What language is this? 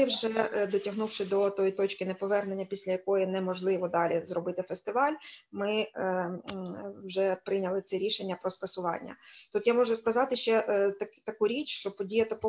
Ukrainian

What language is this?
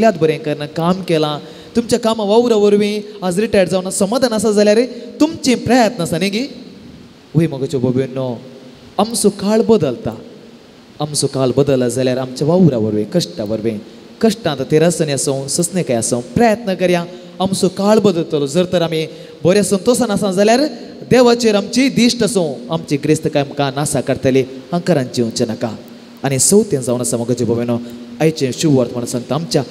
Konkani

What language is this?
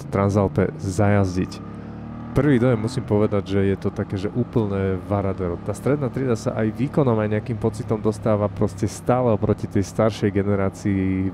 Slovak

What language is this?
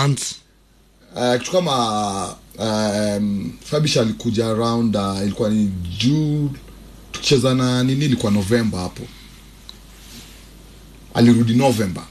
Swahili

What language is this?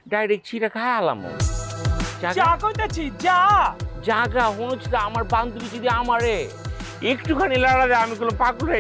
Bangla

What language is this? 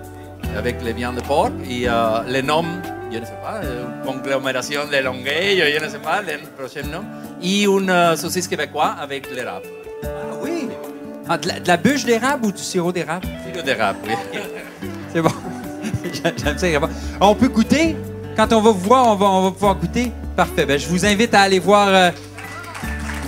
French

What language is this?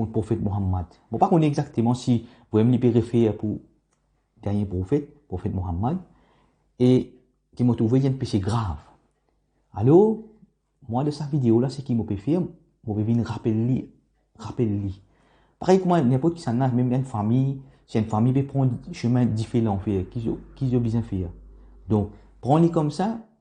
Morisyen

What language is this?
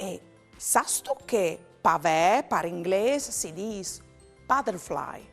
Friulian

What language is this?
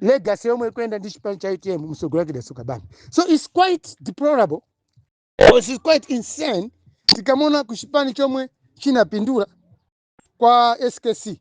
Nyanja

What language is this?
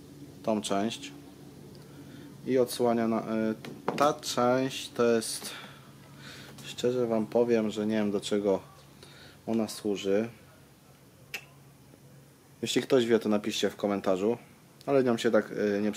Polish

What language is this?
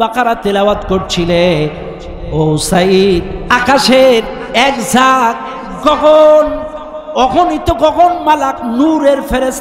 Bangla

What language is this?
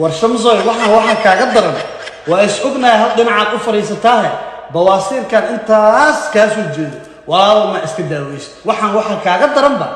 Somali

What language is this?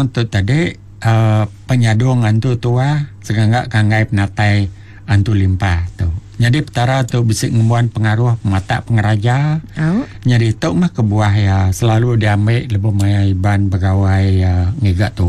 Iban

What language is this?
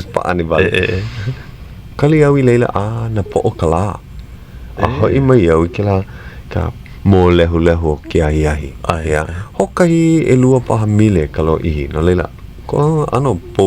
Hawaiian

